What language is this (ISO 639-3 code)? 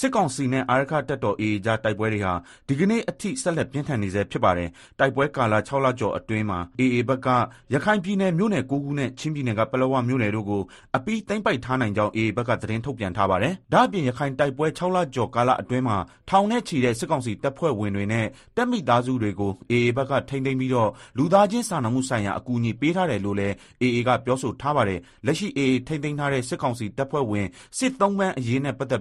mya